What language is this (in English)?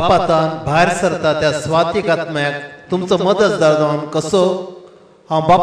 Konkani